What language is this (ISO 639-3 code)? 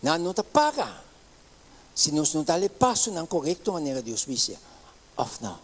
pap